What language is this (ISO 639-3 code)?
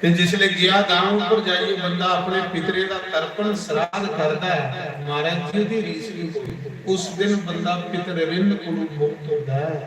doi